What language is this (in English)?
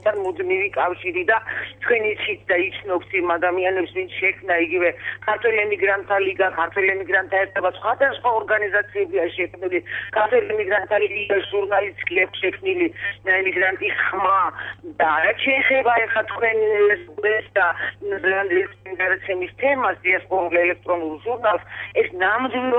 Georgian